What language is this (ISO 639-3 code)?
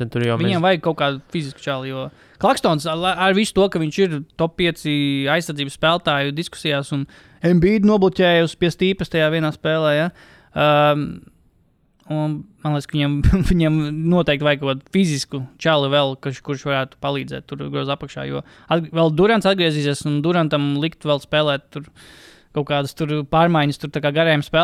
lav